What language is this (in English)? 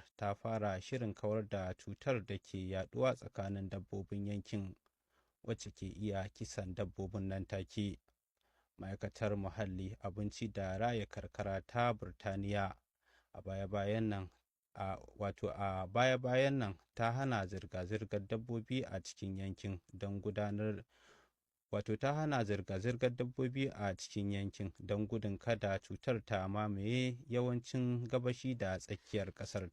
Hausa